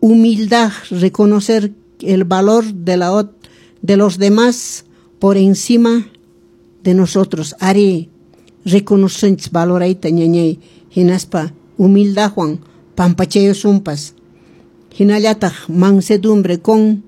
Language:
Quechua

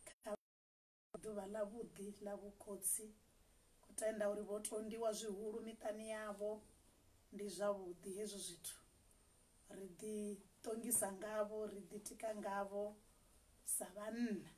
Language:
Venda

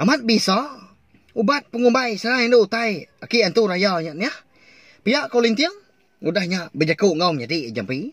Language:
Iban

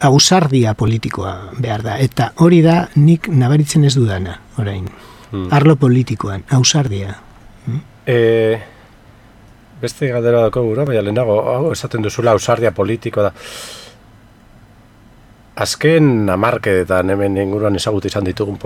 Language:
Basque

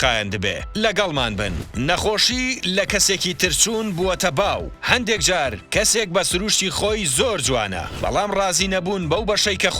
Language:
Central Kurdish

